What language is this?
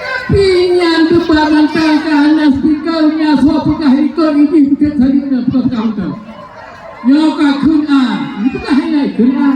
Achinese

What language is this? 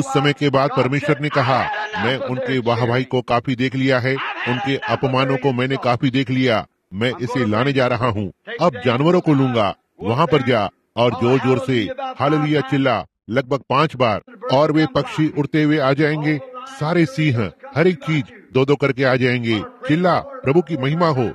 Hindi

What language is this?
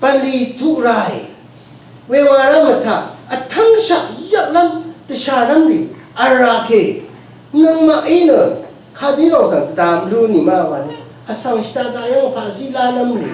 Rawang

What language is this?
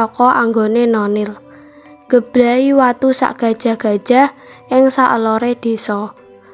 Javanese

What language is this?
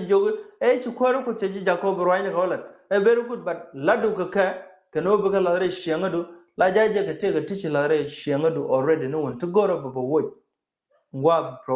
Nuer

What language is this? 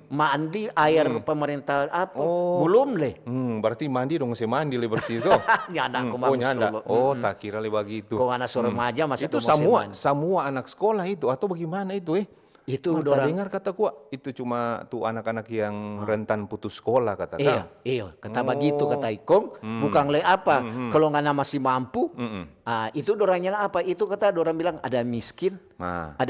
Manado Malay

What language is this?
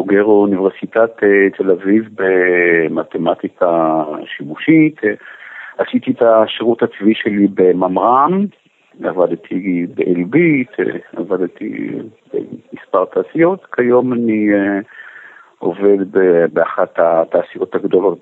Hebrew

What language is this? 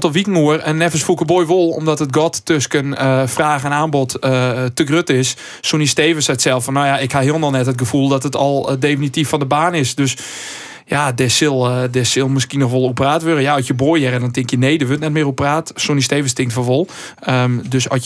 Western Frisian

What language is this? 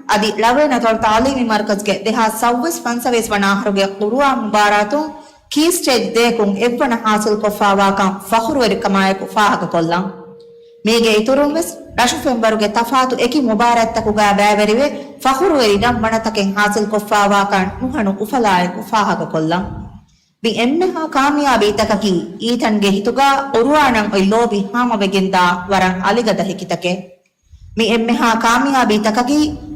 Divehi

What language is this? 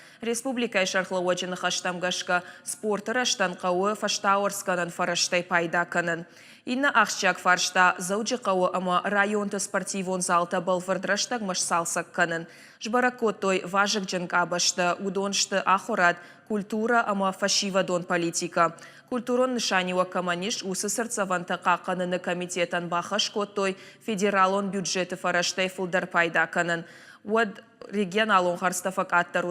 Ossetic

